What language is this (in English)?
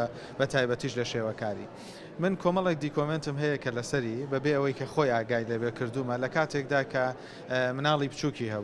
Central Kurdish